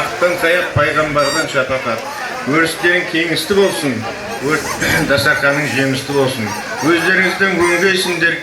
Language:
Kara-Kalpak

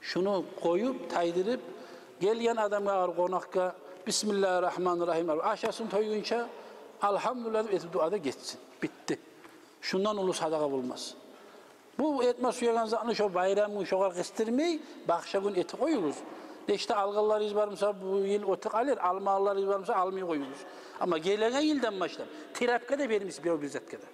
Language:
Kumyk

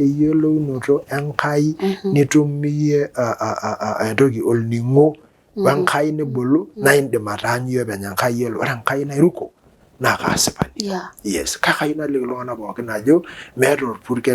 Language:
Masai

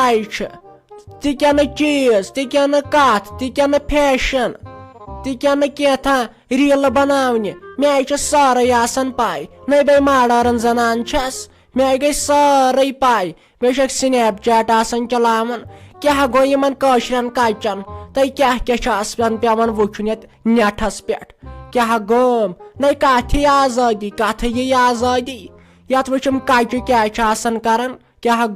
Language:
Kashmiri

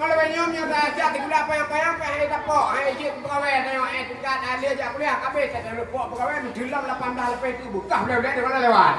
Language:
Achinese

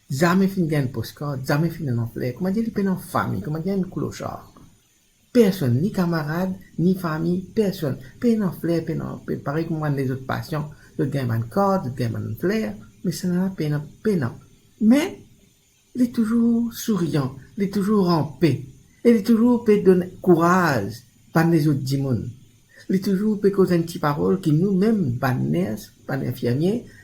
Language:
Morisyen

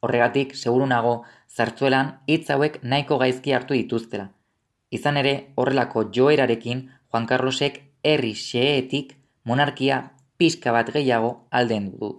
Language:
Basque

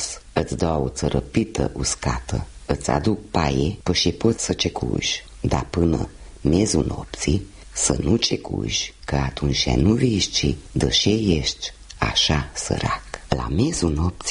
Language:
Romanian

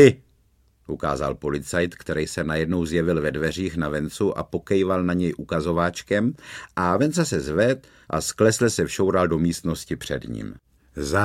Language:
Czech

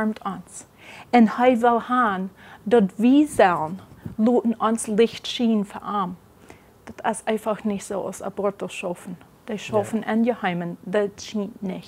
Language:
Plautdietsch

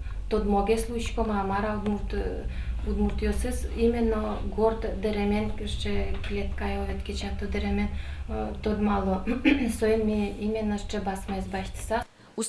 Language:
Udmurt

